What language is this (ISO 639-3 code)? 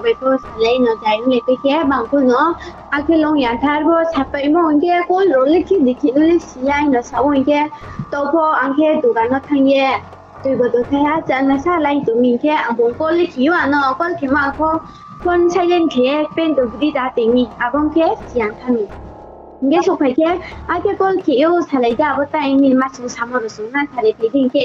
ria